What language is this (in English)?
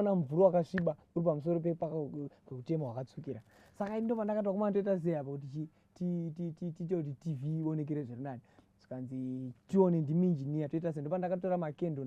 Shona